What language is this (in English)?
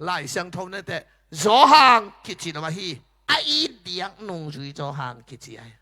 Tedim Chin